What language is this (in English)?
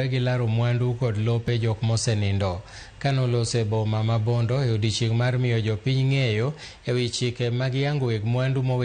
Luo (Kenya and Tanzania)